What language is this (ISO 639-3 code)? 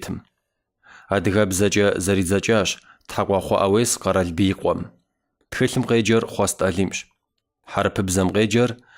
kbd